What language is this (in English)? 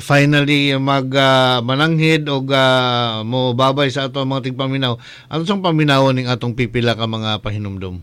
Cebuano